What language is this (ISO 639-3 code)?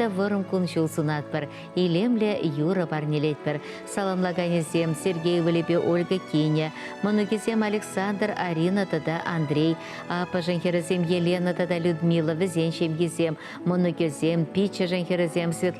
chv